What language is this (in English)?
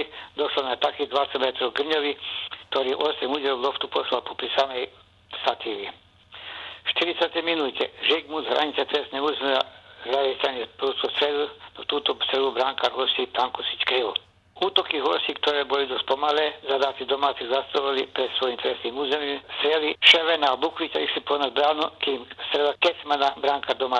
Bosnian